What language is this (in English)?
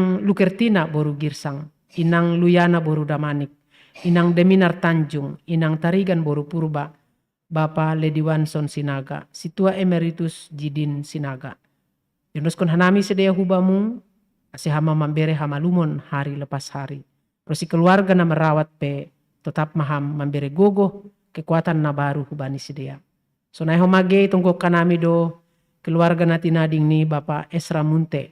Batak Simalungun